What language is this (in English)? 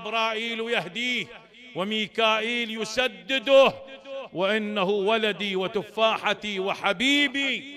Mesopotamian Arabic